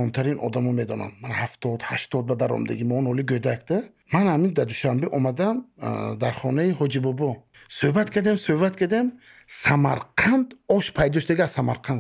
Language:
Tajik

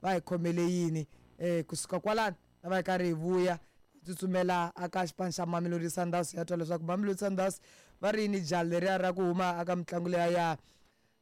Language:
Tsonga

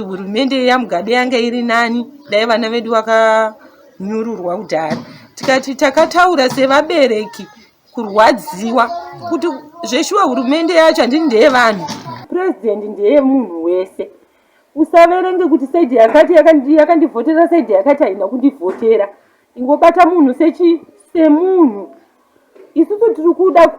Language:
Shona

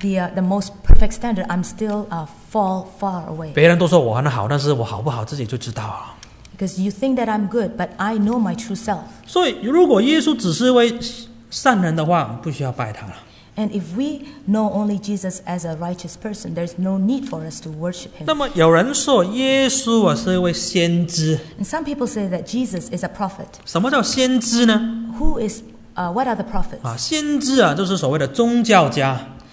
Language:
Chinese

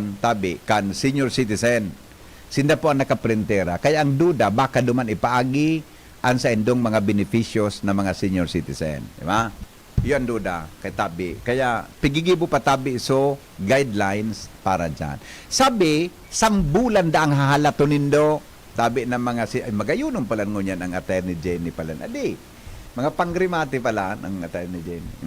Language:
Bikol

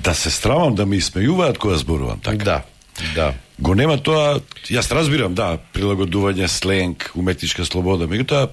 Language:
Macedonian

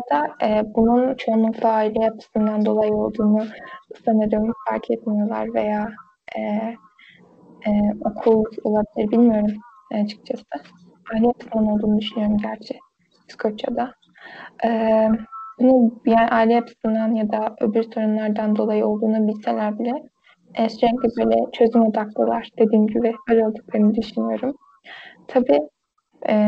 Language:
Turkish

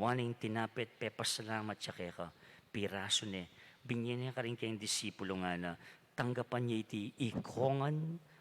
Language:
Pampanga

